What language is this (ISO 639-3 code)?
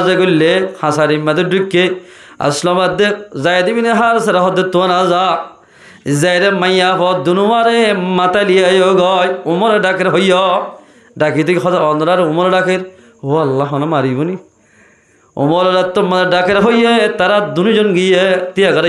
rhg